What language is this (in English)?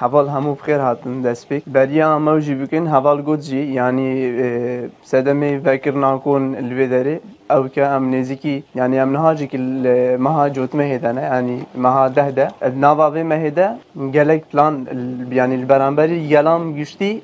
Kurdish